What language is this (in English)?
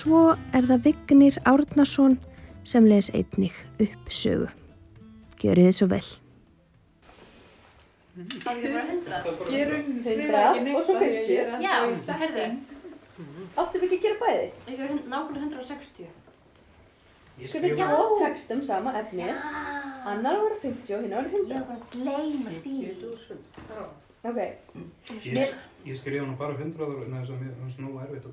Icelandic